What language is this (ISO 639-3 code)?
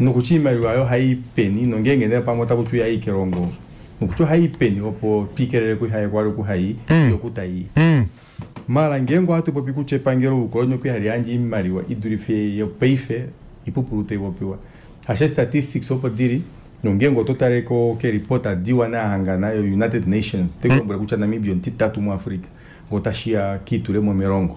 kua